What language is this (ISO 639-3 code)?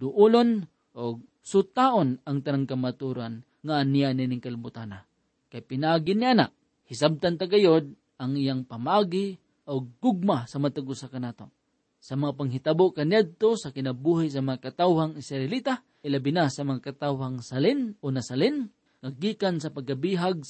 ceb